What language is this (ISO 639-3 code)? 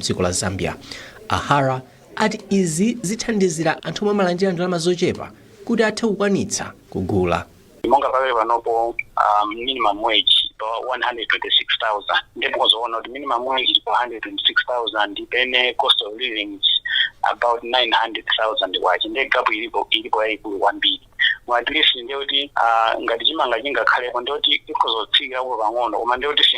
nya